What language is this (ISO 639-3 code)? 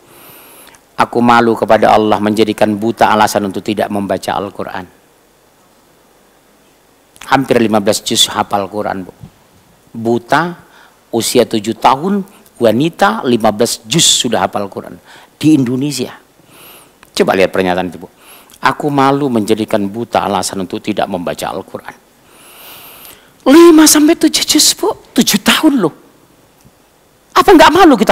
ind